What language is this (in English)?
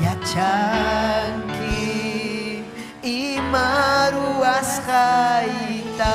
Ayacucho Quechua